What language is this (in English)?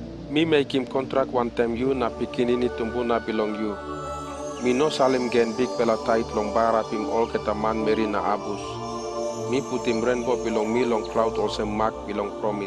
Tok Pisin